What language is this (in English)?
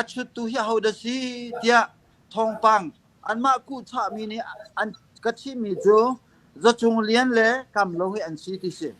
Hakha Chin